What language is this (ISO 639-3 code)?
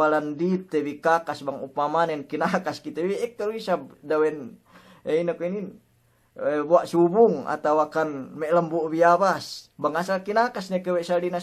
yka